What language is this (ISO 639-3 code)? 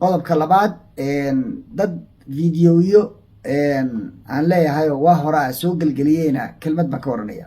som